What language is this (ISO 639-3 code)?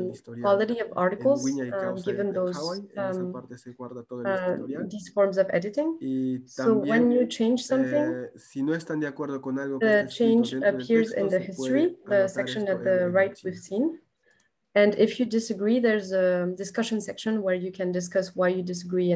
que